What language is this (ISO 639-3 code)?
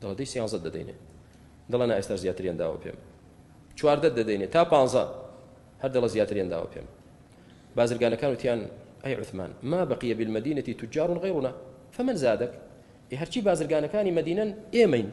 ckb